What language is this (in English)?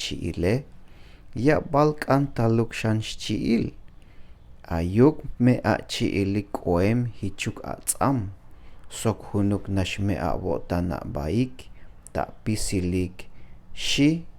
Tzeltal